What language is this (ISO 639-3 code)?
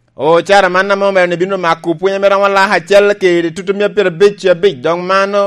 laj